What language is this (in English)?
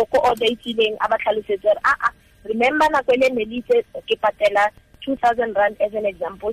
Tswana